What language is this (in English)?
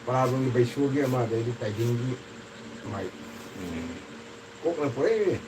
Manipuri